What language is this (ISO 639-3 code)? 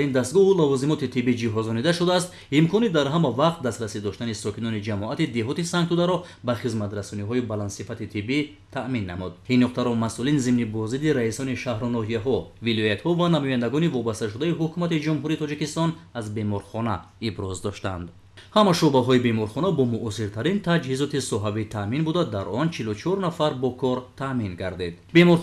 tgk